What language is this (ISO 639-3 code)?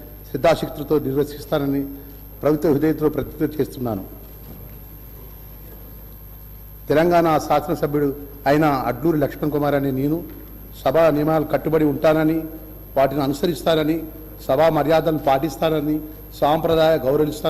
tel